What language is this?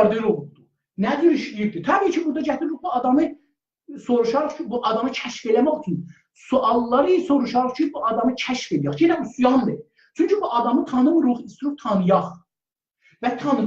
South Azerbaijani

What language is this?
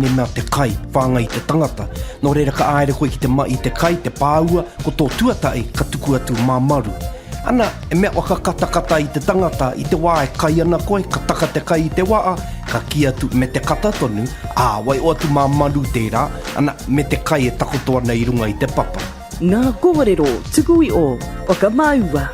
Māori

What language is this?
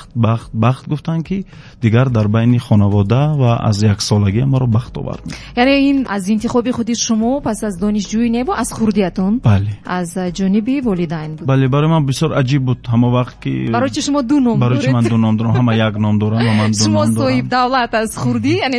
Tajik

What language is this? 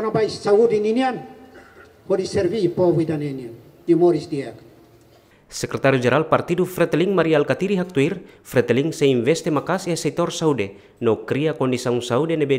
Tetum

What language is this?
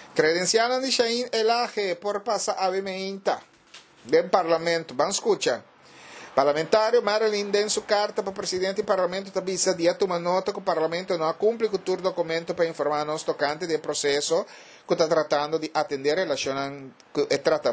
Papiamento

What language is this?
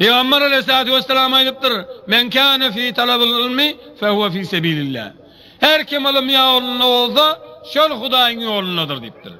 Turkmen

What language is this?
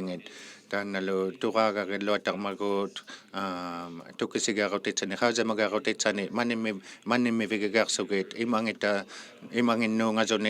Inuktitut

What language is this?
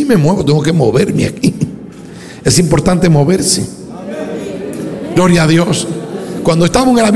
Spanish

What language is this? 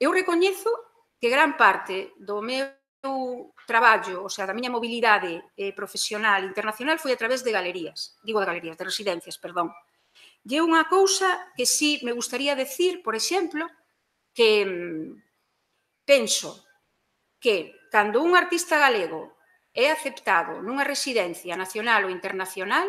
Galician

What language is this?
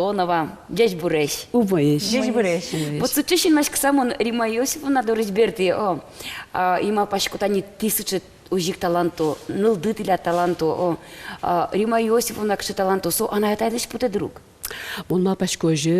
Udmurt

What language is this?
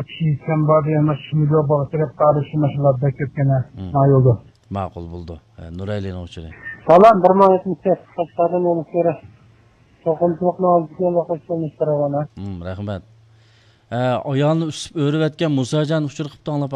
Uyghur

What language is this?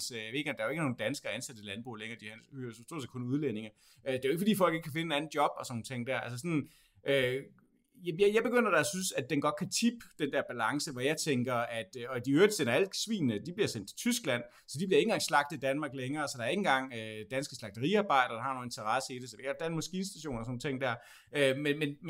Danish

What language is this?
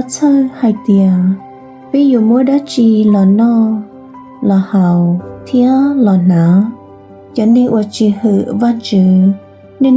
Hmong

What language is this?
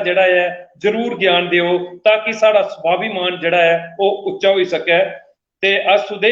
Dogri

